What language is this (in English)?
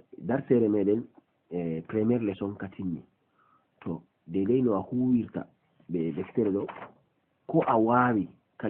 Fula